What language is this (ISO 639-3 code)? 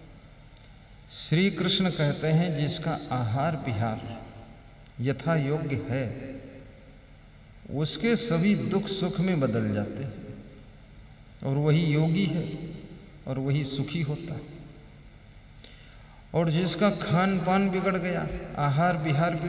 hin